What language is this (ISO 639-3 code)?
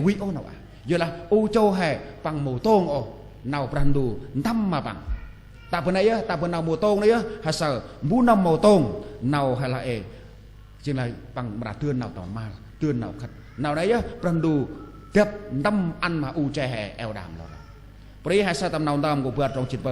cmo